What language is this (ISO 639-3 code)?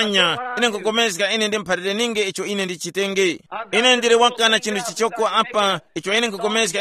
tum